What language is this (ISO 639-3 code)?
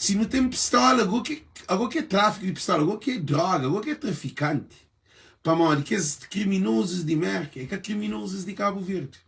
kea